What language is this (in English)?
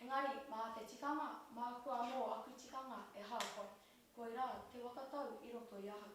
Māori